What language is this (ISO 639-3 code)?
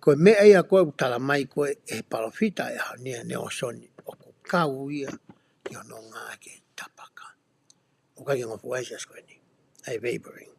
ton